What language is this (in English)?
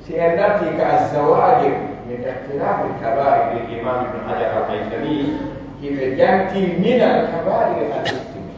Pular